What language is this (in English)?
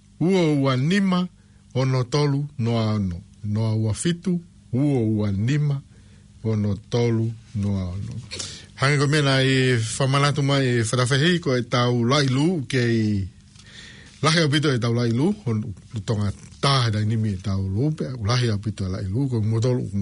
Tongan